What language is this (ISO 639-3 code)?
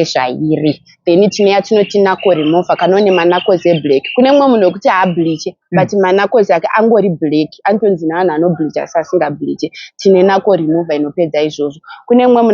sna